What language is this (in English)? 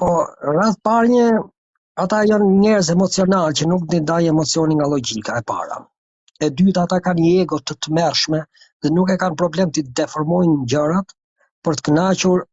Albanian